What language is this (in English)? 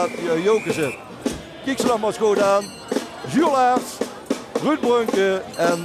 Limburgish